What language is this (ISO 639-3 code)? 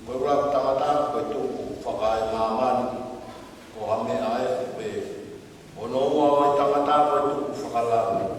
ton